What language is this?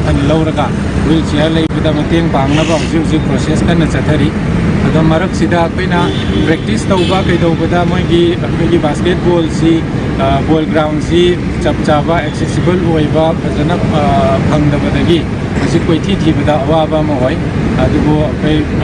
Manipuri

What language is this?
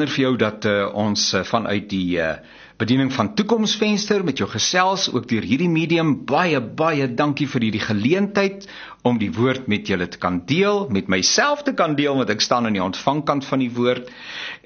Afrikaans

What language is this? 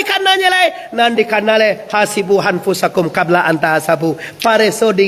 Minangkabau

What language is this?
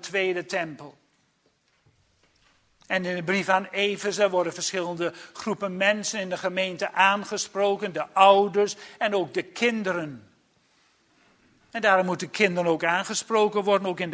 Dutch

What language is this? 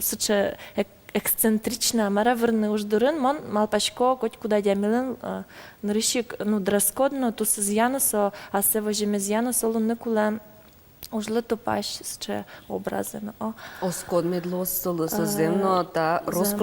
Udmurt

